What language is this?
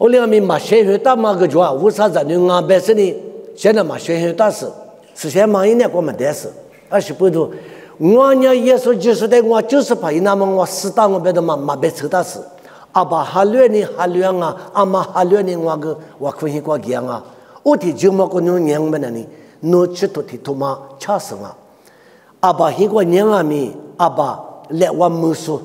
Lisu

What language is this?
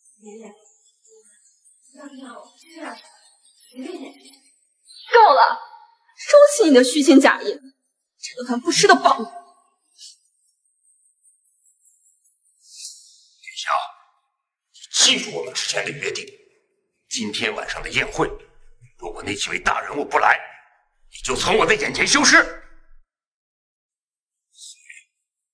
Chinese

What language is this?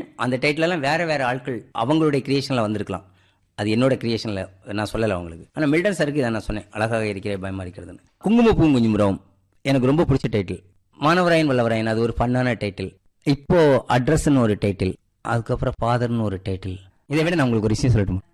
Tamil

